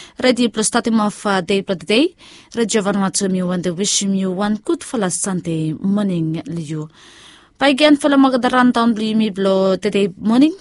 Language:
Bislama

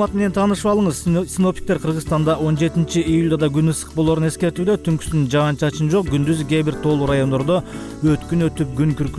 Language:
Kyrgyz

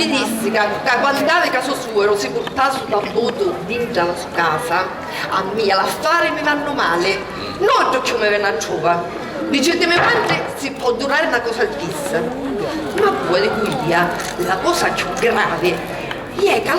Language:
Sicilian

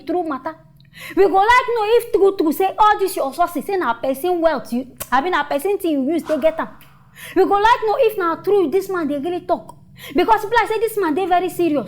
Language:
Nigerian Pidgin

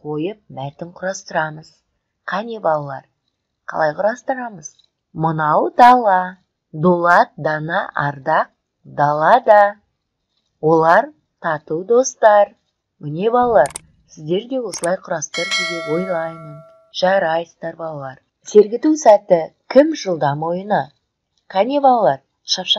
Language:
Kazakh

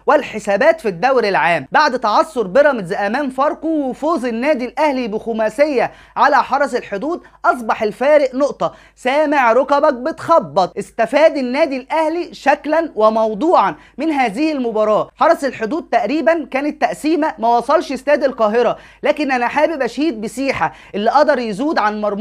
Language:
Egyptian Arabic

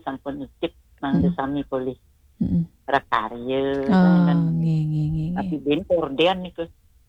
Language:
Balinese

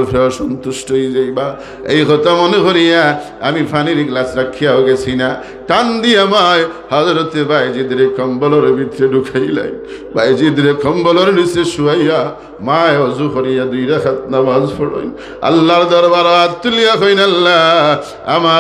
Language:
Sylheti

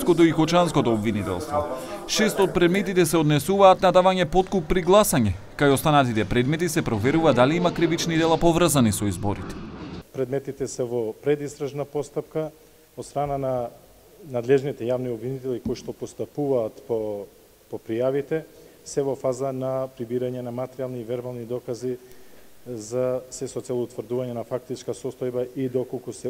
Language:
Macedonian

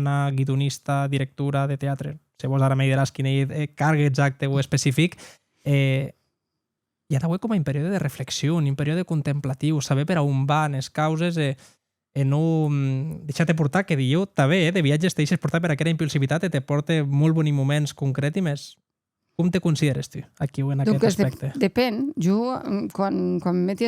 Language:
Occitan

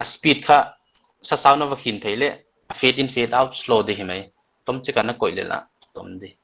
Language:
Paite Chin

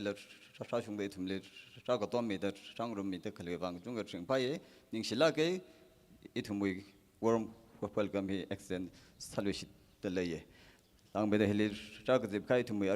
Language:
Tangkhul Naga (India)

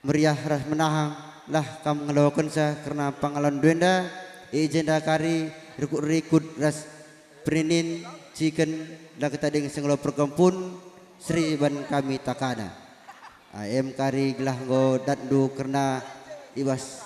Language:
Batak Karo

